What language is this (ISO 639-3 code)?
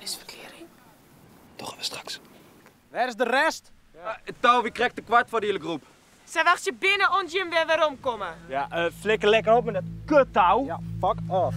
fry